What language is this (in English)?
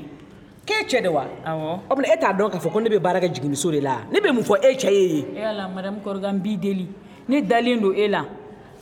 Bambara